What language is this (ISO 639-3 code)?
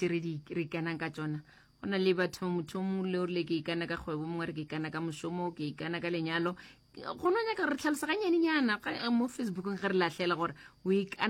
nso